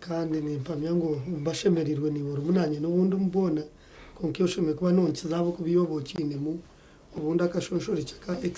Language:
Nyankole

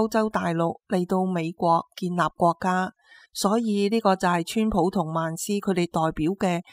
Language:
Cantonese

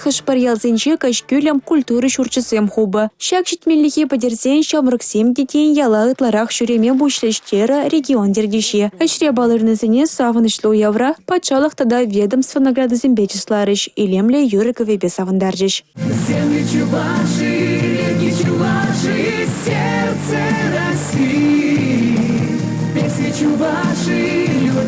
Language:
Chuvash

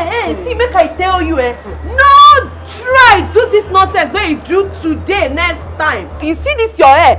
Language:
Nigerian Pidgin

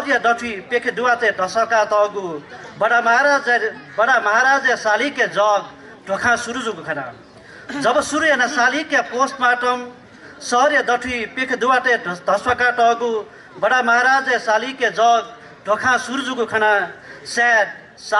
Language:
Newari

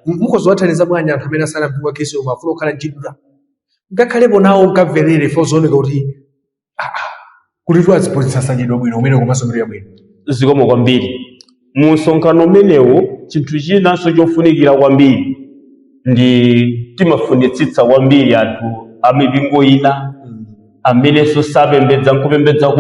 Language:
Nyanja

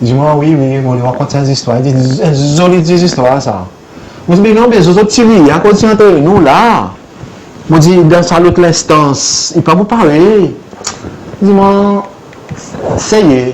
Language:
Seselwa Creole French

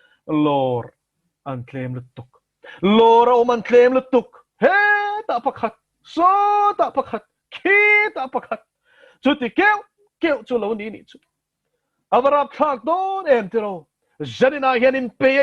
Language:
Mizo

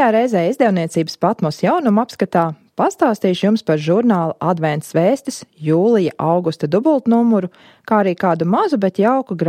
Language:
Latvian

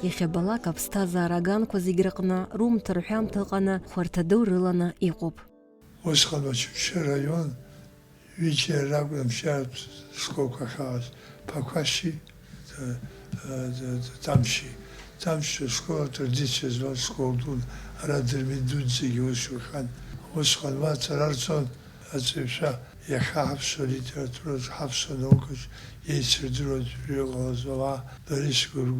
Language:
Abkhazian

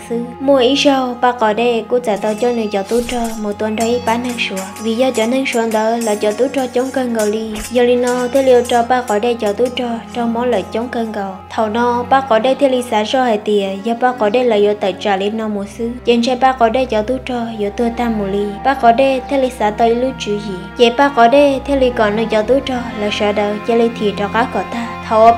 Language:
Hmong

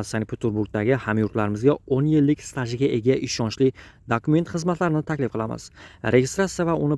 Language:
Uzbek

